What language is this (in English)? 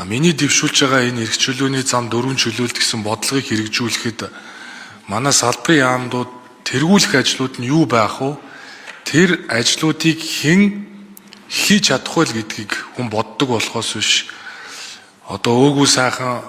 Mongolian